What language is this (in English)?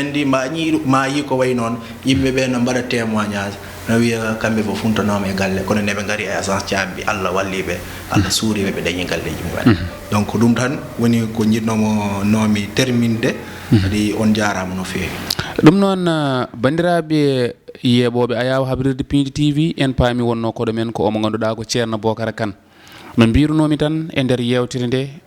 Fula